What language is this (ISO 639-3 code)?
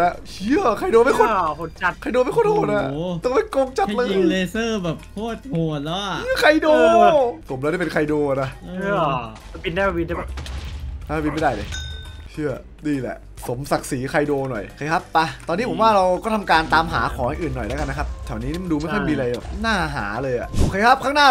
tha